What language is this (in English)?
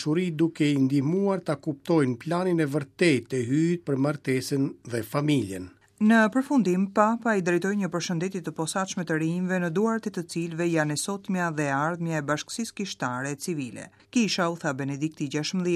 Albanian